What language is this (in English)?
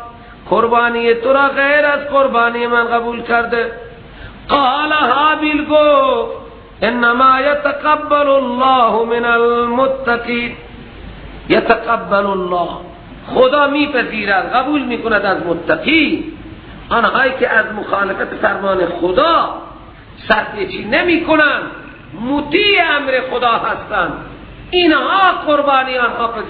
Persian